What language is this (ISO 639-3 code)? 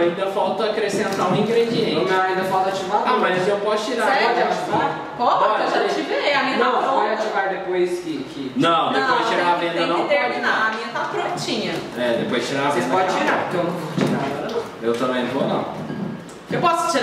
por